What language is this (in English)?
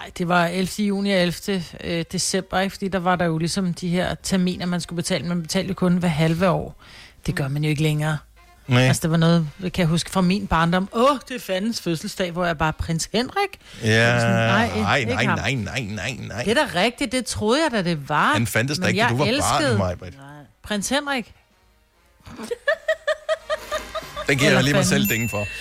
Danish